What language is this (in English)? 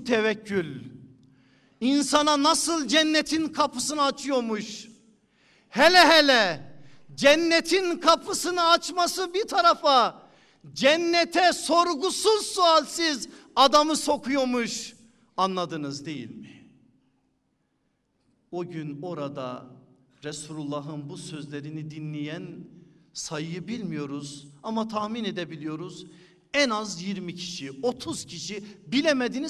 Turkish